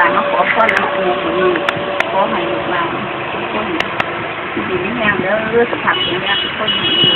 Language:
Northeastern Thai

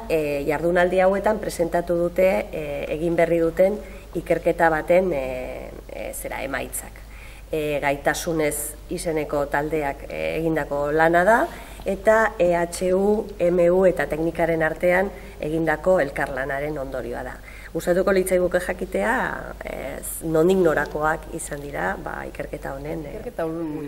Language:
Basque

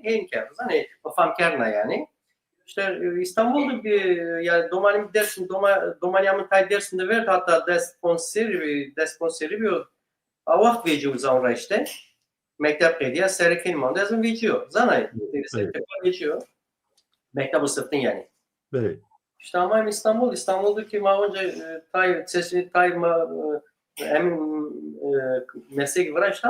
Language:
Zaza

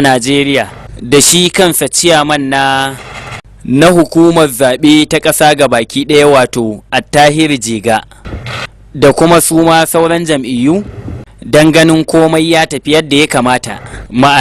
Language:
Hausa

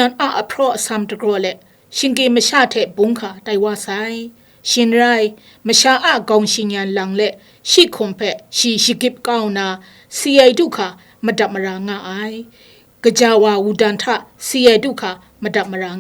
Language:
Kachin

